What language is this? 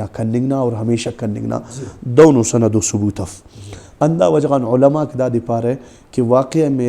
Brahui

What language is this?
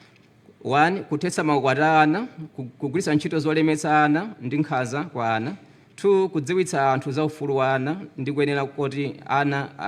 Nyanja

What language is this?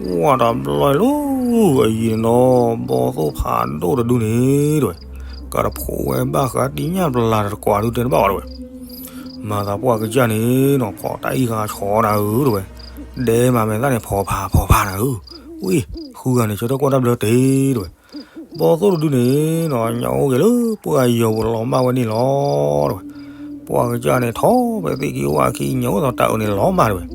S'gaw Karen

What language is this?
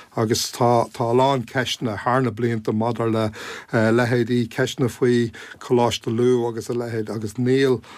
Irish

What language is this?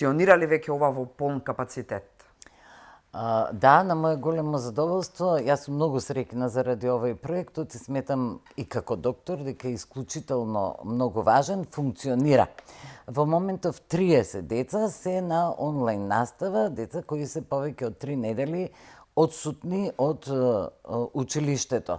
Macedonian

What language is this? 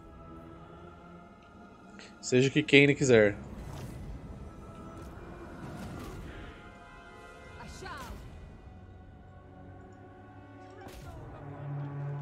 Portuguese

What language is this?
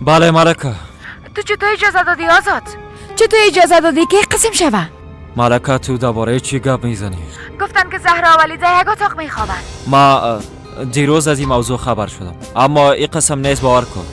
Persian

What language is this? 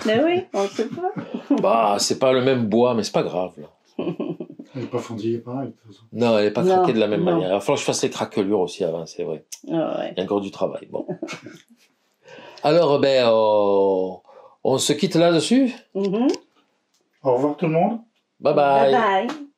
French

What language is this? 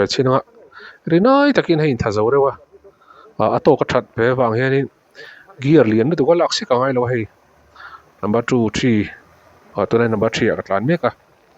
Mizo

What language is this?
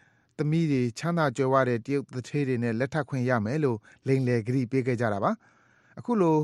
Burmese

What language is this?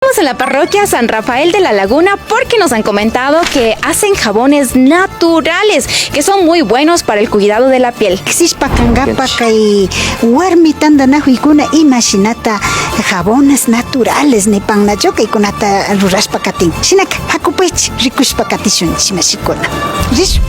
Imbabura Highland Quichua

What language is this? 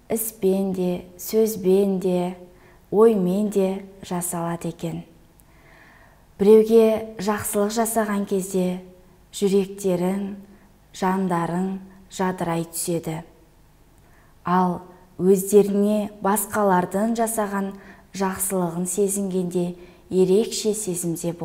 Kazakh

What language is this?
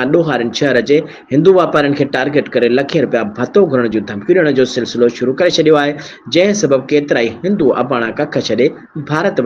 Sindhi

